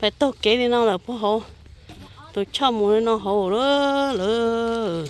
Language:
Hmong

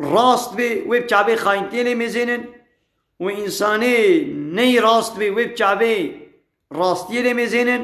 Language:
Kurdish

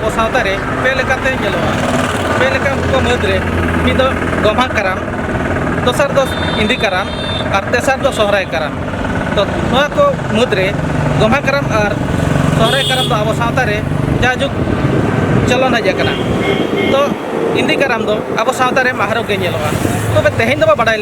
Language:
Santali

